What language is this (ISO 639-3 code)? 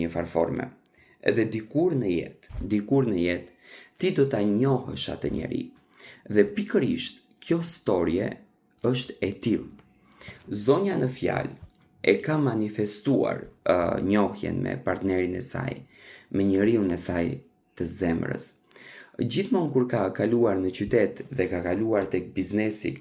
sqi